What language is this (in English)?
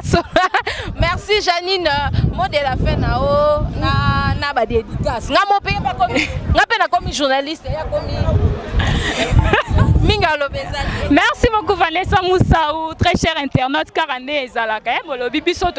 Lingala